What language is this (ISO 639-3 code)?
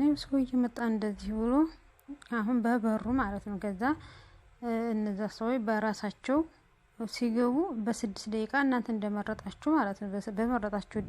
amh